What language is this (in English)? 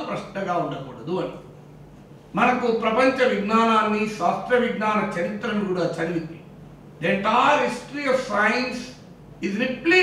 Telugu